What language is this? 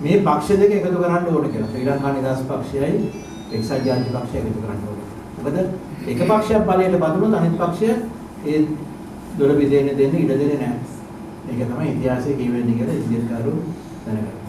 Sinhala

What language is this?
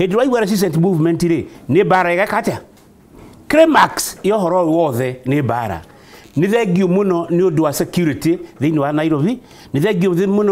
Kikuyu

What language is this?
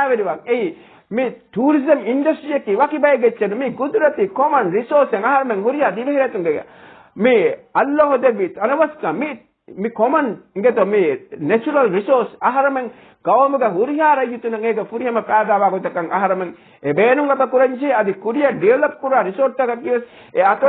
Divehi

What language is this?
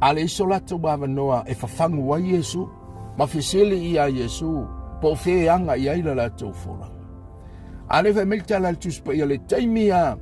Samoan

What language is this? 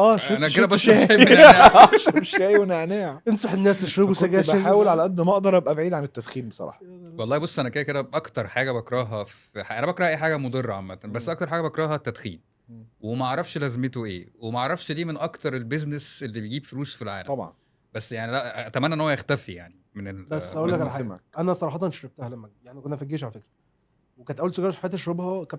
Egyptian Arabic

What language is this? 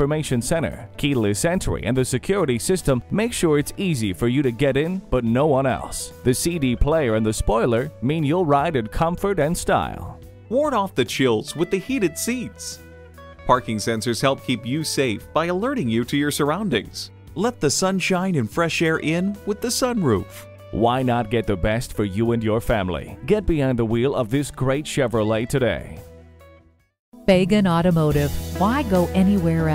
English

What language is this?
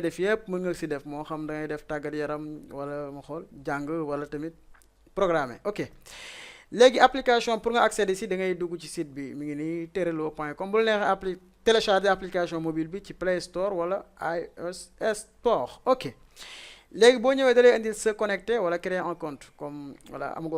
Wolof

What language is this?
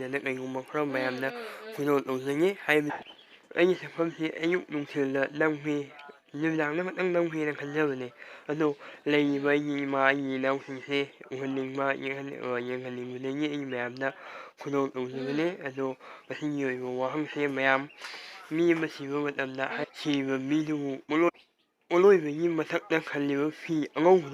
Manipuri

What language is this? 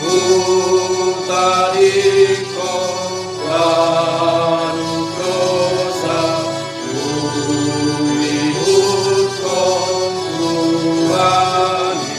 Batak Simalungun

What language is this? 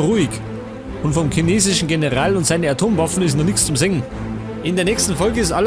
Bavarian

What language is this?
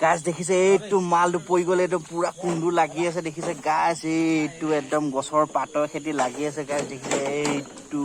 Assamese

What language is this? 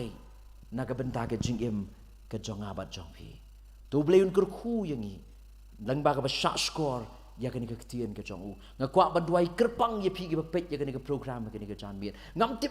Khasi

